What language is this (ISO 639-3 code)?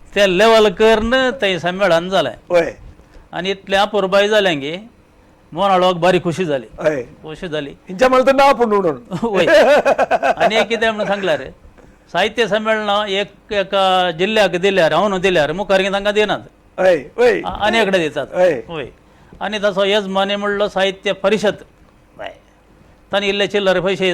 kok